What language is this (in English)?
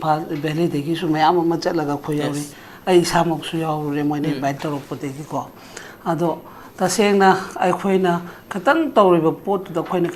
Manipuri